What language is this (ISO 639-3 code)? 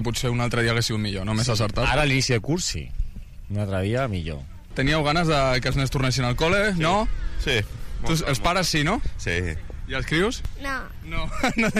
cat